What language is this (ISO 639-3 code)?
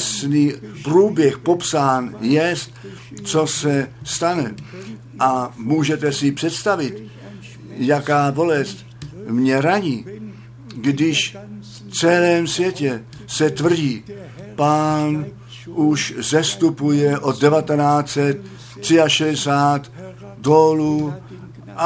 ces